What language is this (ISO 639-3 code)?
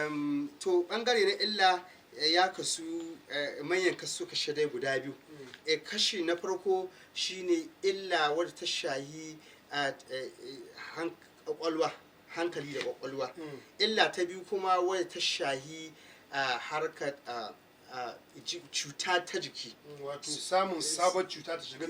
hau